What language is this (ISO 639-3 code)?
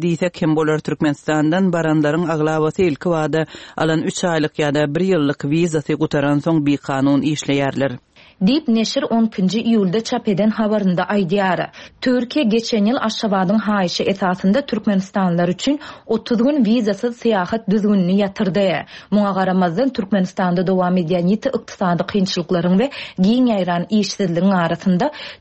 tuk